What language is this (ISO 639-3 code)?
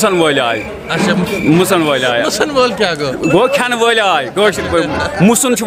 kas